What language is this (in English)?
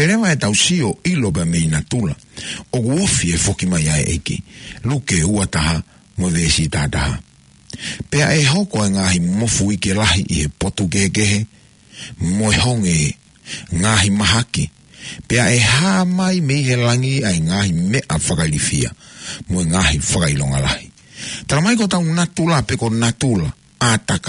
Tongan